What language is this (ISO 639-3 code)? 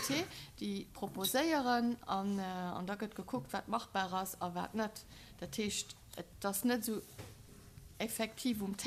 ltz